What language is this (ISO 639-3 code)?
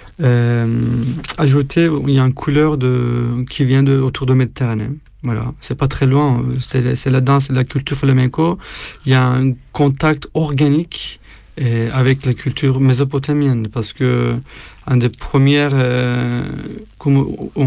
fra